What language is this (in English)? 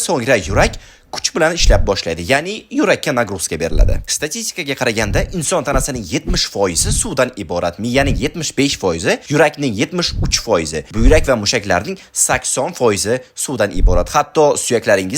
Uzbek